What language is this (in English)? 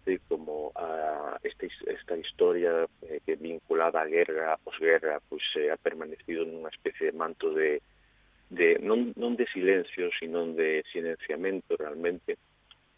Galician